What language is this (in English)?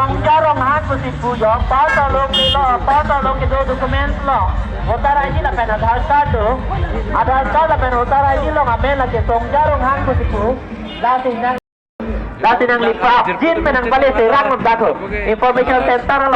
Karbi